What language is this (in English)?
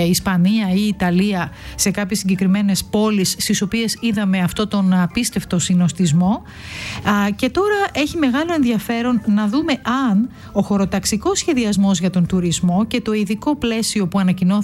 Greek